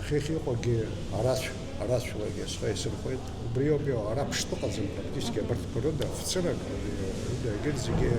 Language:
Abkhazian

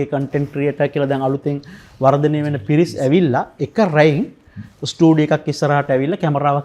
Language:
Sinhala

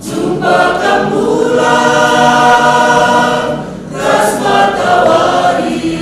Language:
Batak Karo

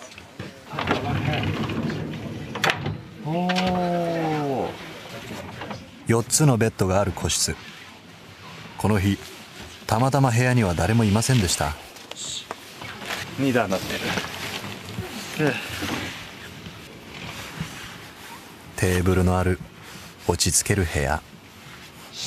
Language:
Japanese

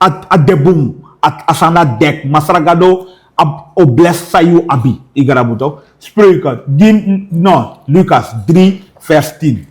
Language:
Sranan Tongo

